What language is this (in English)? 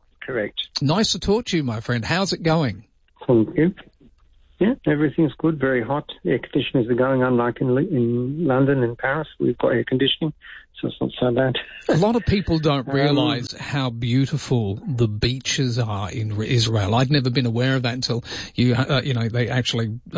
English